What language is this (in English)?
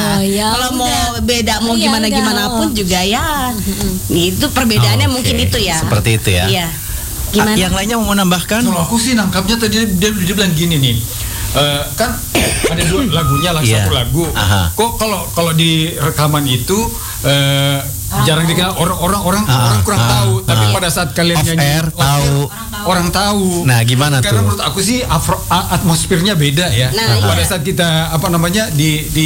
Indonesian